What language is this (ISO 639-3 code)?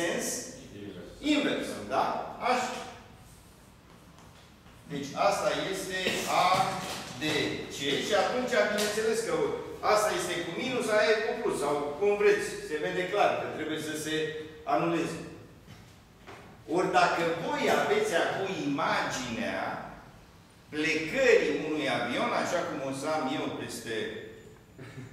ron